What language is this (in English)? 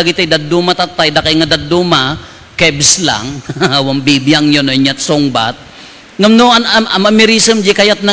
Iloko